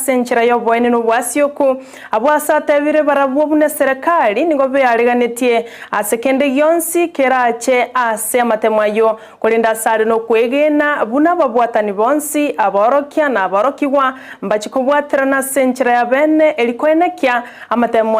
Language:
Gusii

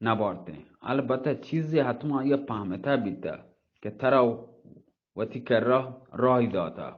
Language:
Baluchi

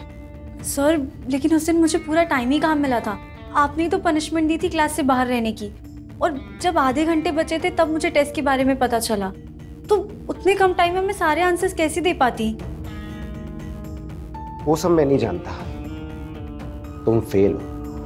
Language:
Hindi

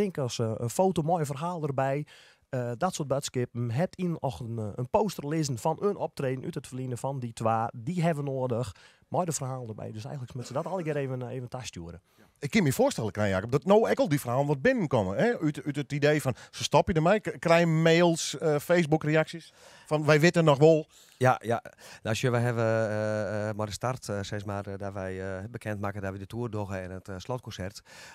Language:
Western Frisian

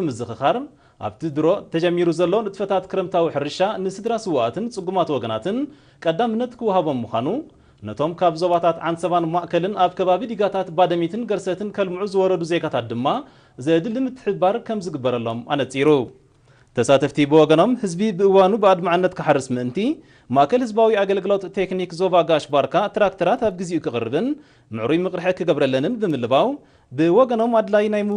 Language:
Tigrinya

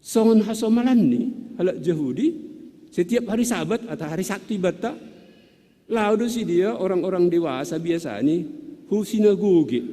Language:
Batak Simalungun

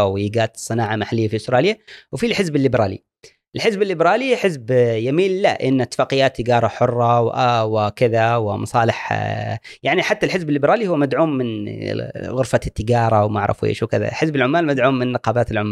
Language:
Gulf Arabic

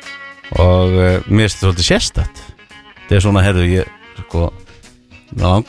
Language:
Icelandic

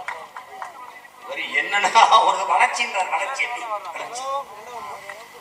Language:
Tamil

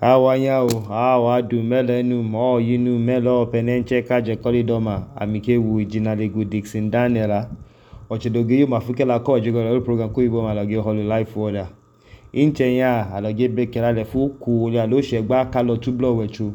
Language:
Idoma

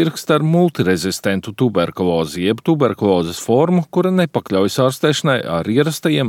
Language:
Latvian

